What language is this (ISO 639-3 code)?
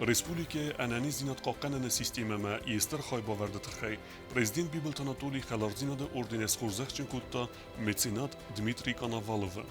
oss